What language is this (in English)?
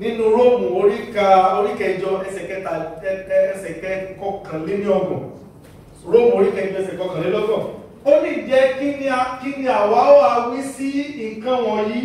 Yoruba